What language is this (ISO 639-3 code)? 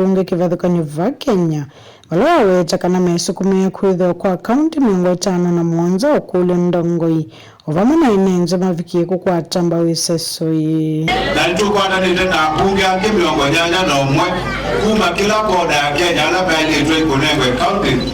kam